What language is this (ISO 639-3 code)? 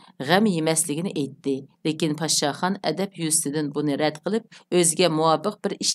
uig